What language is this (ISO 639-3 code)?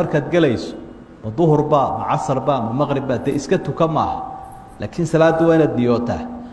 som